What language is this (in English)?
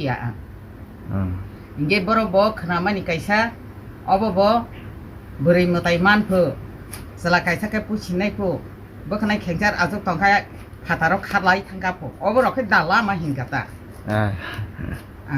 Kok Borok